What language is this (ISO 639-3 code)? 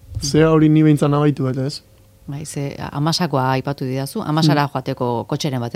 eus